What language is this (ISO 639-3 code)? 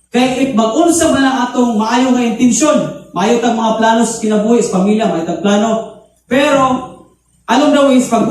ceb